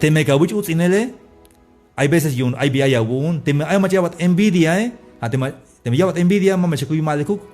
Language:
Tzeltal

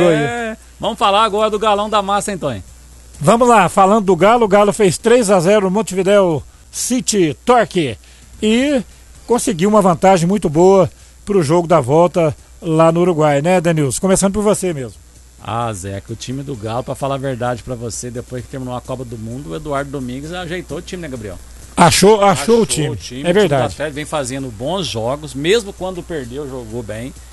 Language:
Portuguese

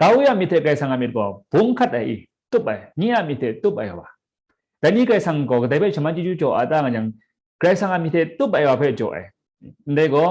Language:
Kachin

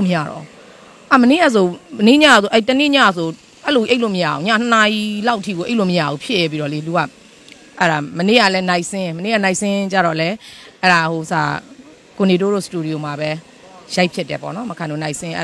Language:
Burmese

